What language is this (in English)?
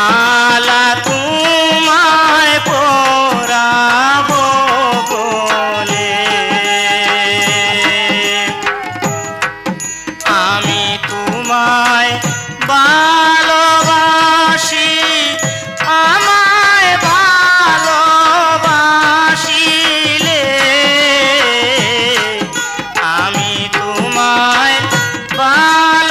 Bangla